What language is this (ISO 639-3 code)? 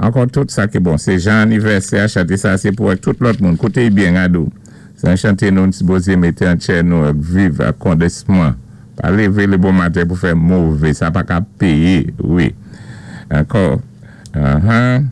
acf